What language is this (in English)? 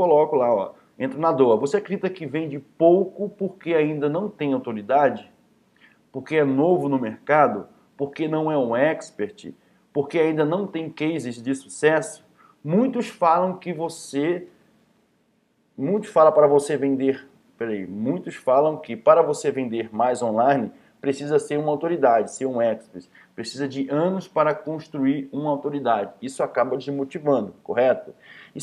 Portuguese